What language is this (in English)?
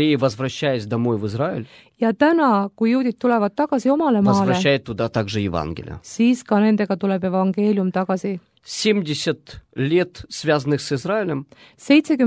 Estonian